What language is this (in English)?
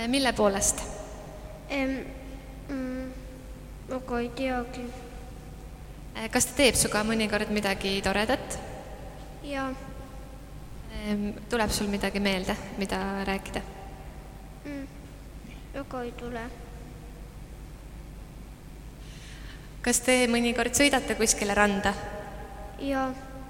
Estonian